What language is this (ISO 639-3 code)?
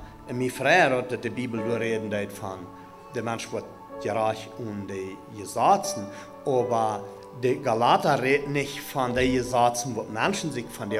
pdt